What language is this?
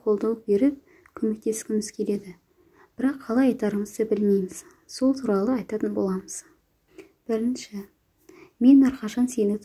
Kazakh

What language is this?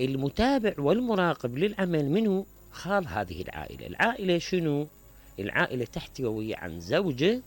Mesopotamian Arabic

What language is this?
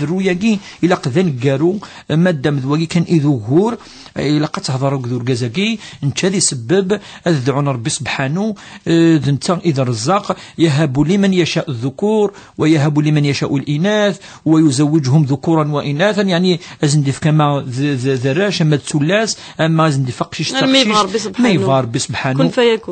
Kabyle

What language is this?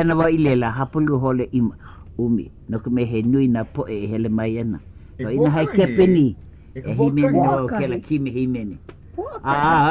Hawaiian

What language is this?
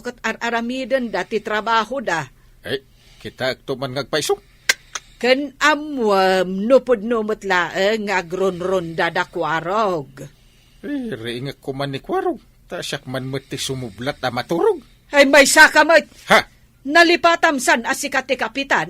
Iloko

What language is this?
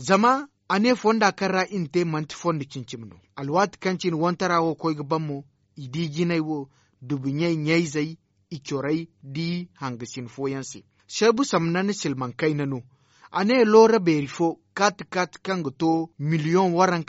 Zarma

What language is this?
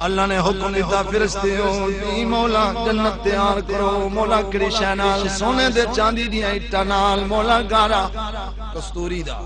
Saraiki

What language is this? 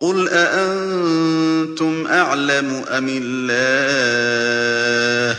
Galician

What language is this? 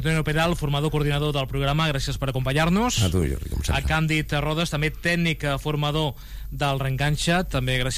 Catalan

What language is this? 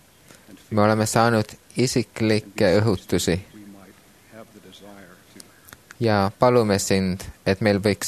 Estonian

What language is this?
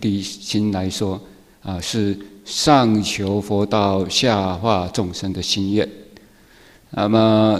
Chinese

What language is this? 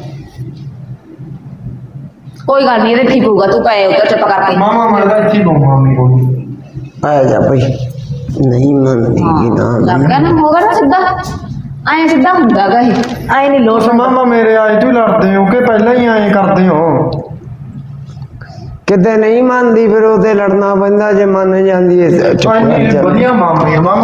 Punjabi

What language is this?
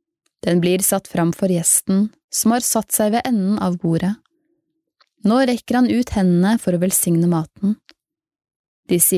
Norwegian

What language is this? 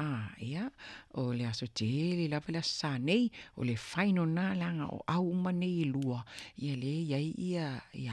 Samoan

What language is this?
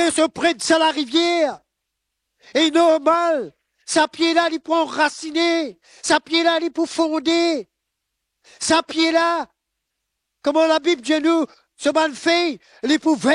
Morisyen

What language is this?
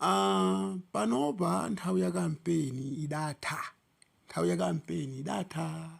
Nyanja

